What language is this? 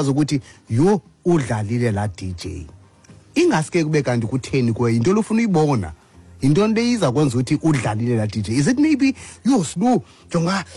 Xhosa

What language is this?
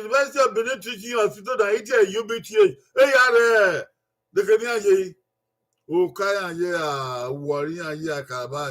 Bini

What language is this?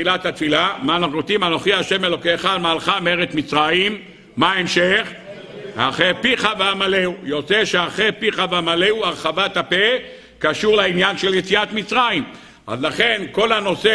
Hebrew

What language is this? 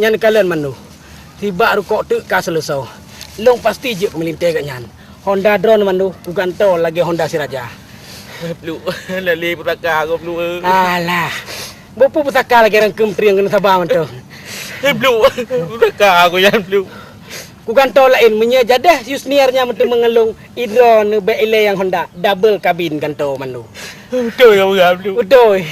Achinese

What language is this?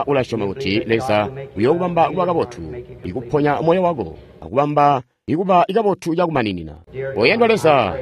Tonga (Zambia)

